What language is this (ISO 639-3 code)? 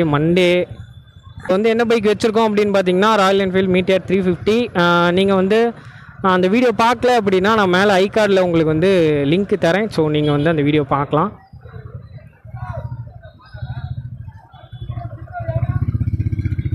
tam